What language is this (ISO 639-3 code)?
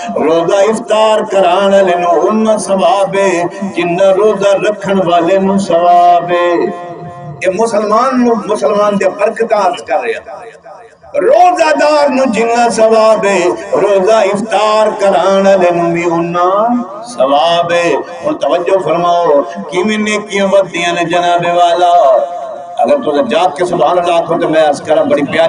skr